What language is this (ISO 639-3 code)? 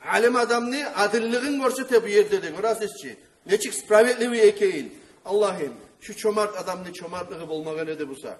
kum